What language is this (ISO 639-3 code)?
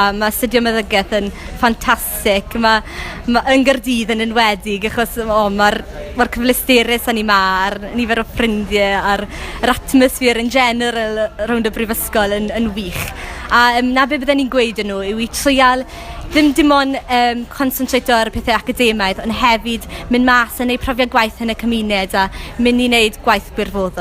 cym